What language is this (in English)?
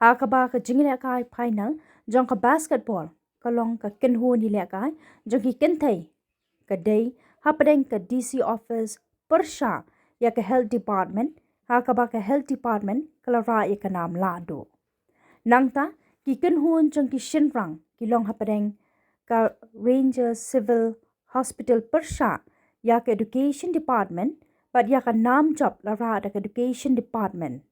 Khasi